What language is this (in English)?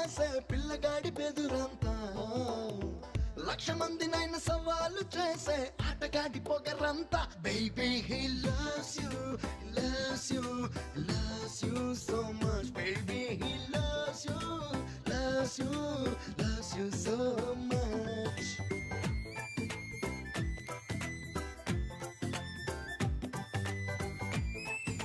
Telugu